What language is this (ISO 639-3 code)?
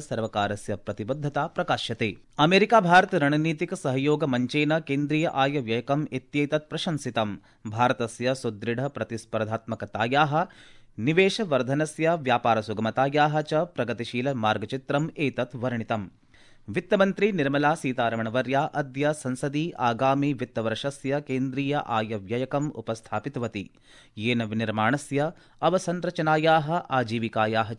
san